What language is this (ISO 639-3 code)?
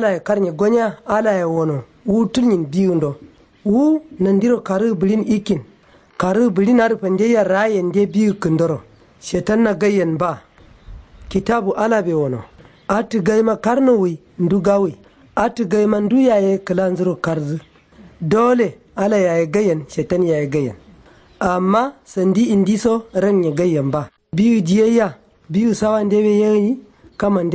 kau